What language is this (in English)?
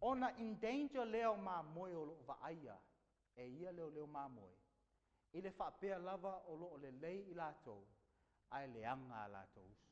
Samoan